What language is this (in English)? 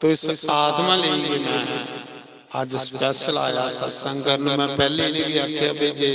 Dogri